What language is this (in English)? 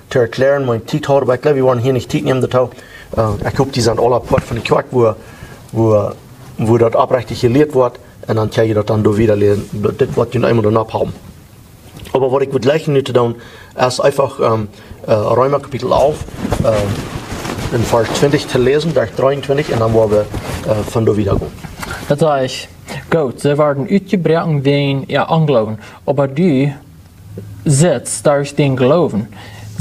Plautdietsch